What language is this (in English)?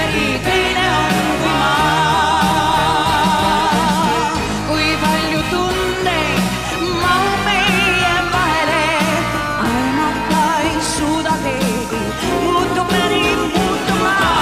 Estonian